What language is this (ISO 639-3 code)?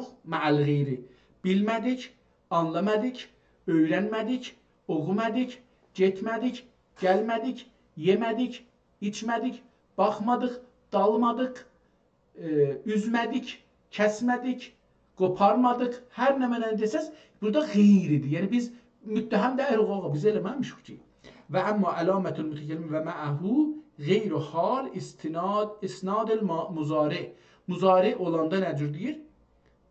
azb